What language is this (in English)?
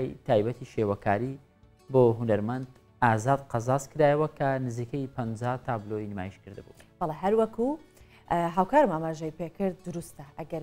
Central Kurdish